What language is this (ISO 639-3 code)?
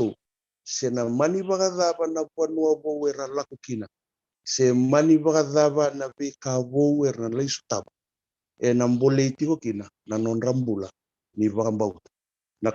fij